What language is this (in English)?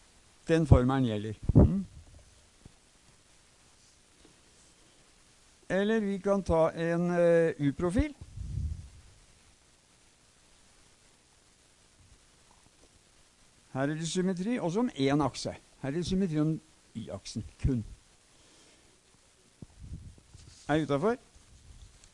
Norwegian